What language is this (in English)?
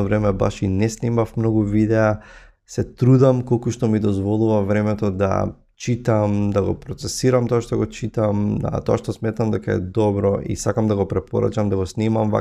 Macedonian